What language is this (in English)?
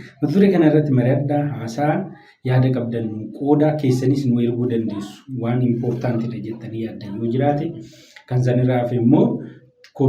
Oromo